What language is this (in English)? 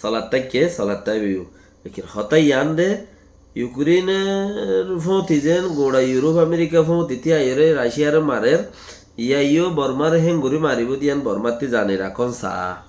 Rohingya